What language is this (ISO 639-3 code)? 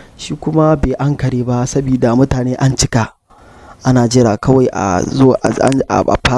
hau